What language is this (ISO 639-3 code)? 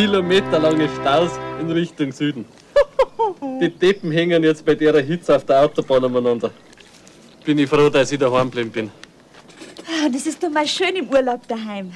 bar